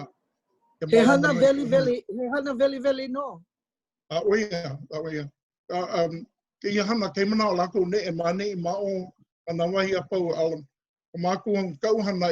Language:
Hawaiian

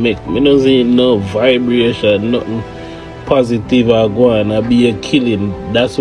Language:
Jamaican Creole English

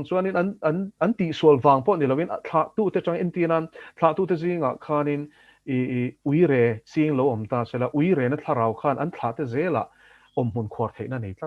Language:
Mizo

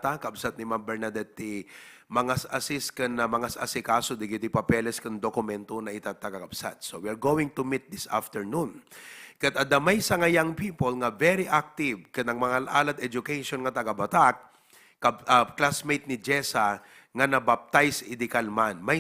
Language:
Iloko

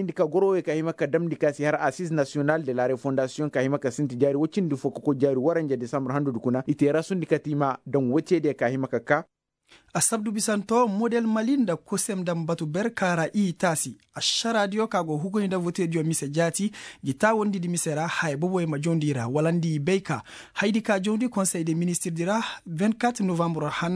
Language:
Koyraboro Senni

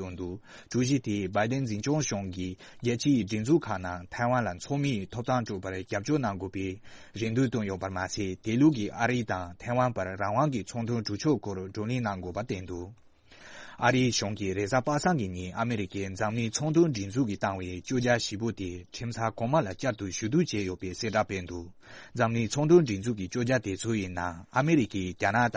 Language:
Tibetan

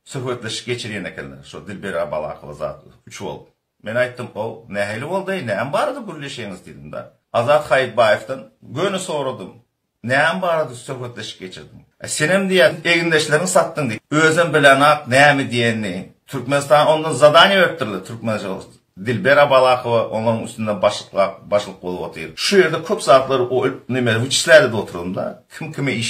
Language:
Turkmen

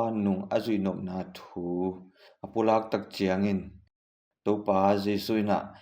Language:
Tedim Chin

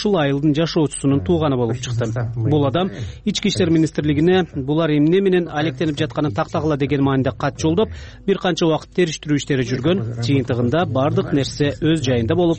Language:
Kyrgyz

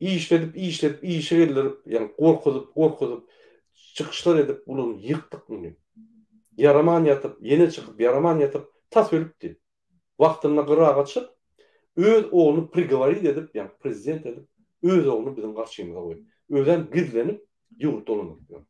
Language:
Turkmen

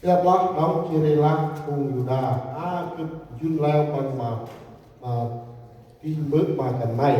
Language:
Central Mnong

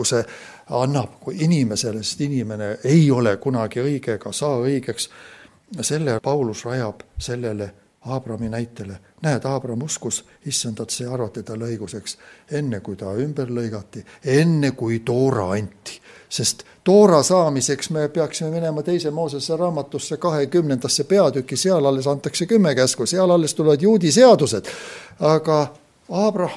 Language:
Estonian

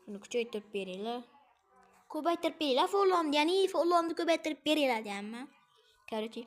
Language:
Uzbek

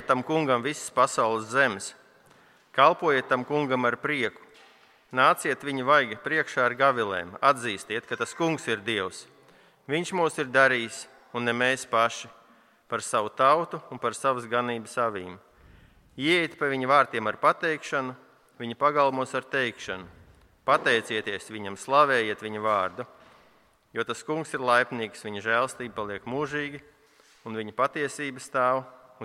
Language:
Latvian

